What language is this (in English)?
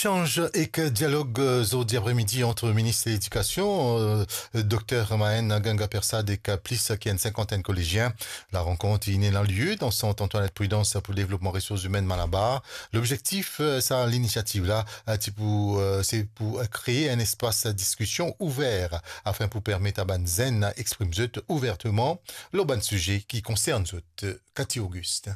Morisyen